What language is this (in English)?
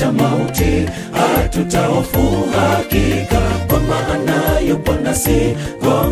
Swahili